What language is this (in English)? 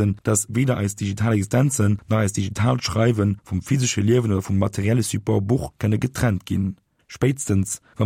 Luxembourgish